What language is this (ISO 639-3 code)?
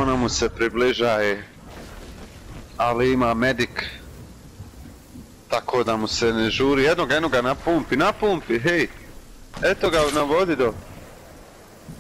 hrv